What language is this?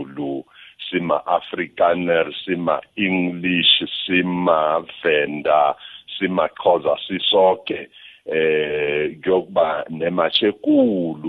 South Ndebele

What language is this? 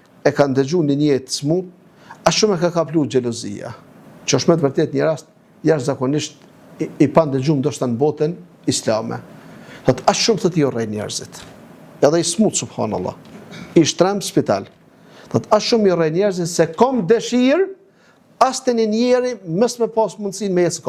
Albanian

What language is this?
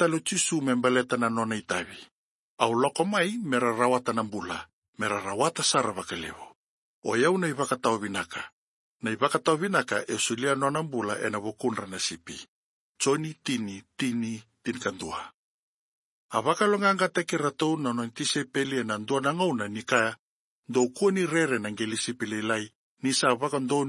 Fijian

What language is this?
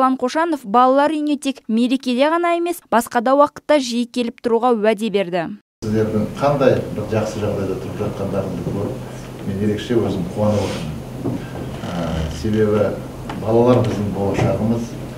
Kazakh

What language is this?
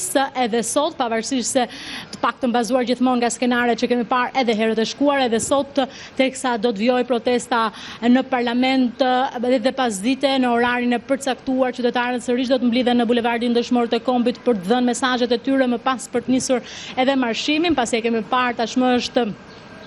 Albanian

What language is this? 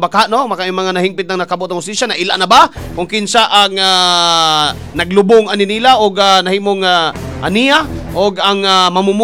Cebuano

